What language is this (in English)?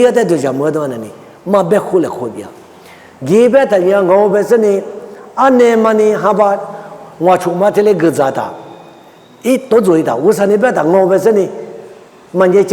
Lisu